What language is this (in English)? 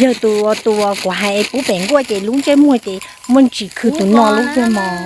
Hmong